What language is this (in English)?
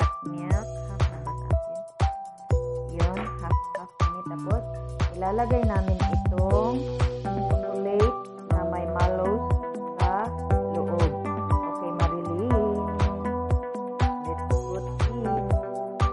Filipino